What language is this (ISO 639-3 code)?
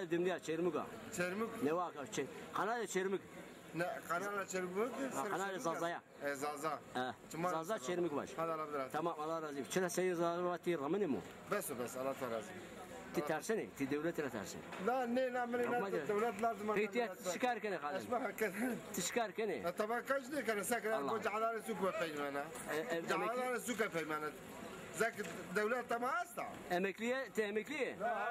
zza